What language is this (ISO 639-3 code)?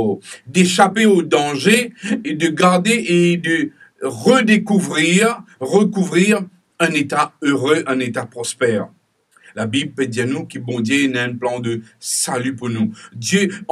mfe